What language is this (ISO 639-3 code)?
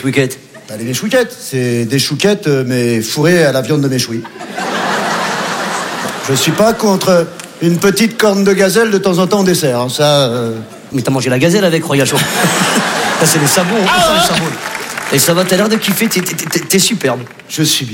fra